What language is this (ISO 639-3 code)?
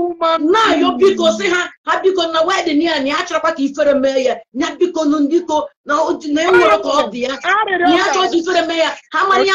ibo